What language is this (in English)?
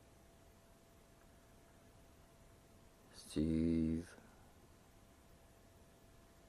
Norwegian